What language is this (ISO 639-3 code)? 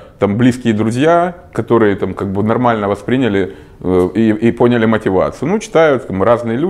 rus